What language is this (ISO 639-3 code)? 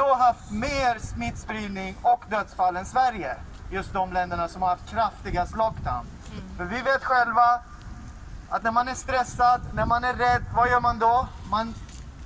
swe